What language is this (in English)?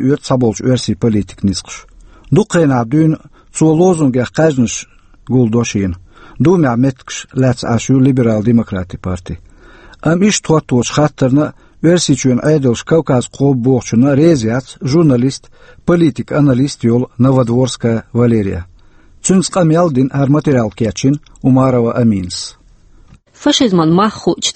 Chechen